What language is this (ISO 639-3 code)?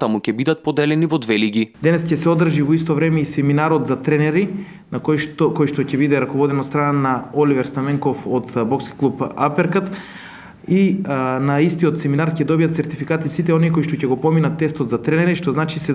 mkd